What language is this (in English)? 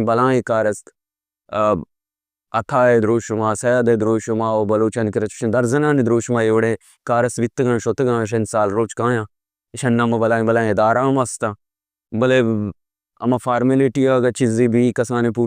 Baluchi